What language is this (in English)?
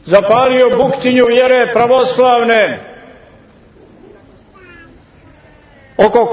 Serbian